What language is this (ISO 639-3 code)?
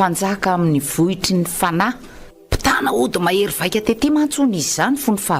mlg